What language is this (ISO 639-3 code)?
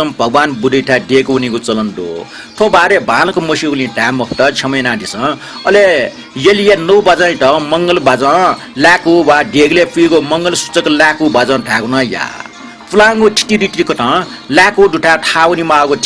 new